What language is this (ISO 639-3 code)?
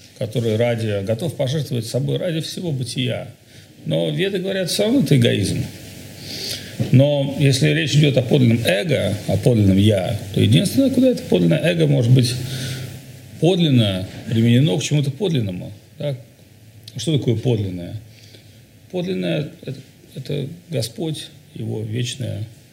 rus